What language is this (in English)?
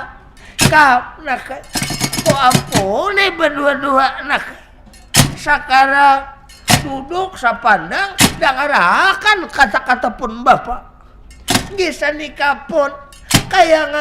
Banjar